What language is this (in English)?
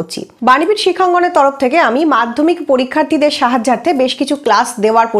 Bangla